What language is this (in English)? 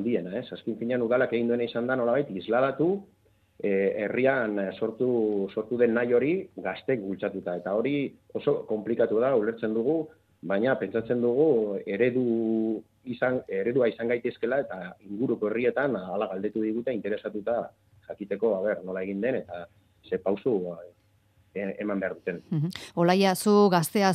Basque